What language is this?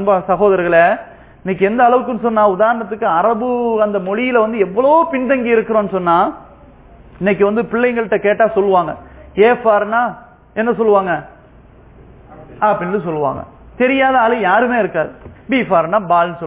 Tamil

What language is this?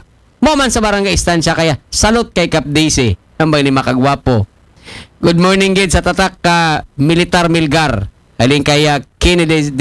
Aklanon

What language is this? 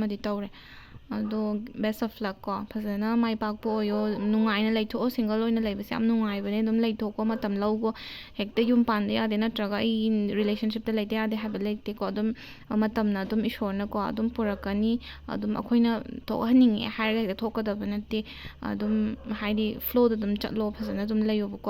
Manipuri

